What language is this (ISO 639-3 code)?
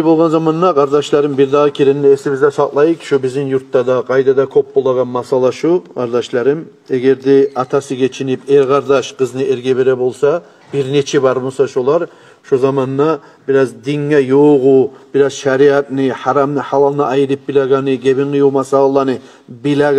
kum